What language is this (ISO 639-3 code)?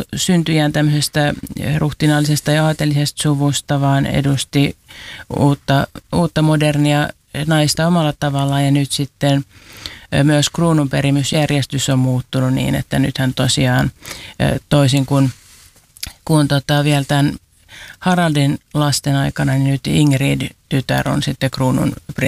fin